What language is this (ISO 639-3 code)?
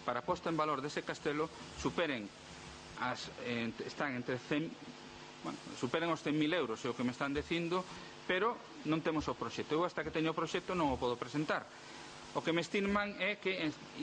glg